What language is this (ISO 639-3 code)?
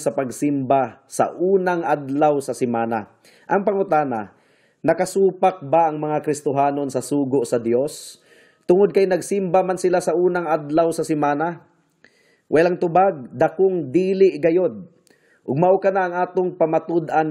ceb